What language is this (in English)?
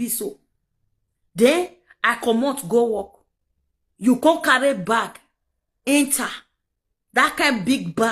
Nigerian Pidgin